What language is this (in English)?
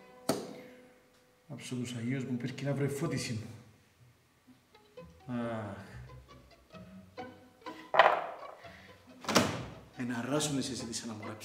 Greek